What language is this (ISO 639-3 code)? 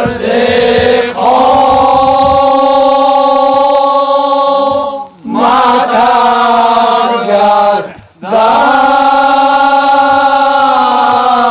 tgk